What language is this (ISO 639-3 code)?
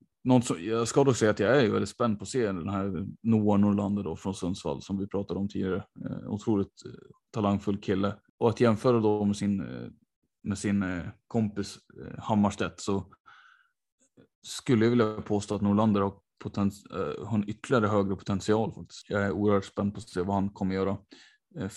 swe